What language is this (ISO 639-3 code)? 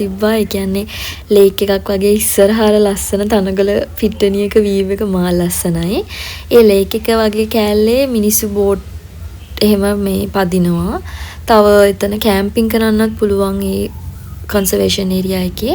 sin